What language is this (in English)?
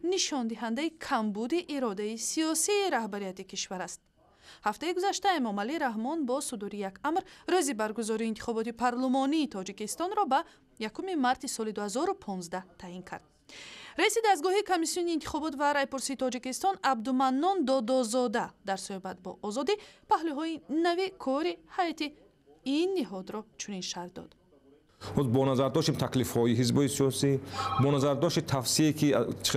Tajik